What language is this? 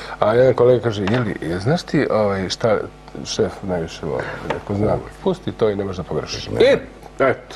Serbian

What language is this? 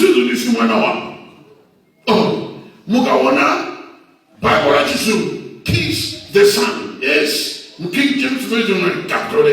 Nyanja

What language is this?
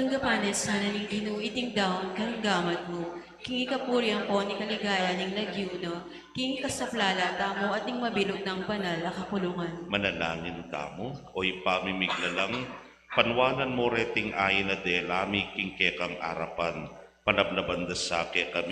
Pampanga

